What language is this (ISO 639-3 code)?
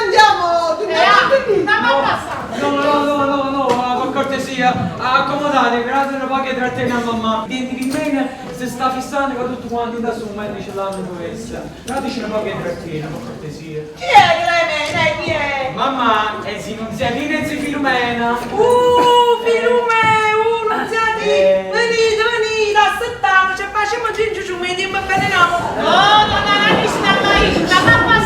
nap